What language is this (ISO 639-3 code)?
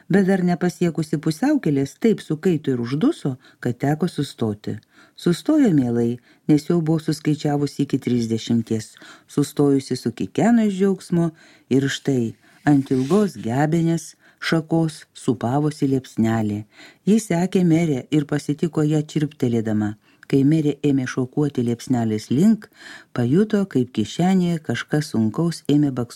lit